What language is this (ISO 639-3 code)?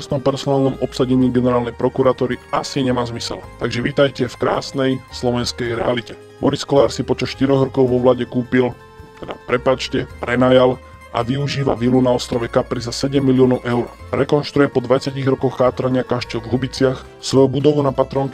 slk